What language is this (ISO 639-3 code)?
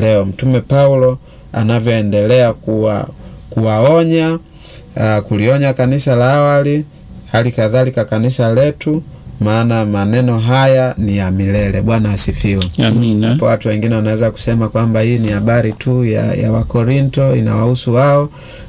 swa